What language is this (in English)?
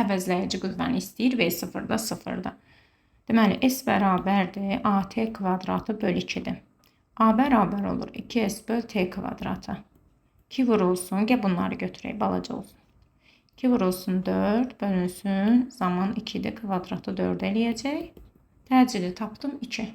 Azerbaijani